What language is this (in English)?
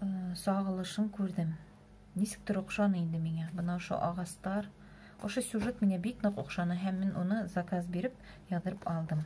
Bashkir